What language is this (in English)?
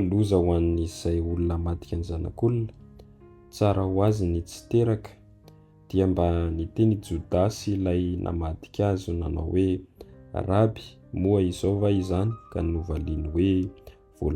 Malagasy